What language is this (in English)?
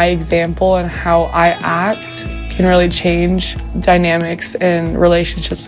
English